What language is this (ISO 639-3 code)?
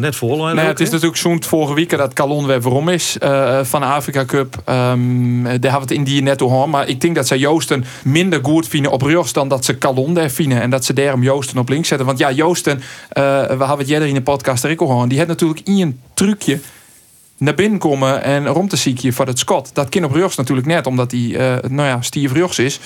fry